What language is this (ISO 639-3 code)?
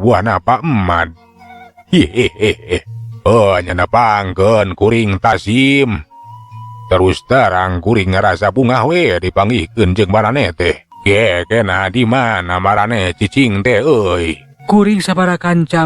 sun